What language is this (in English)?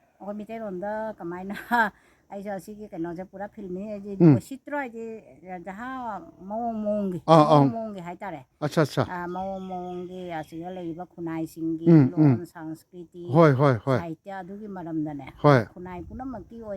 Manipuri